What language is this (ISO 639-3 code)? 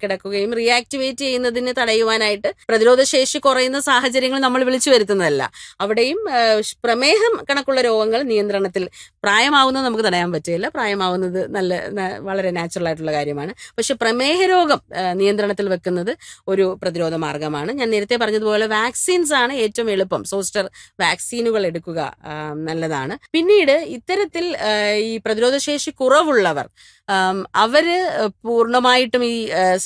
mal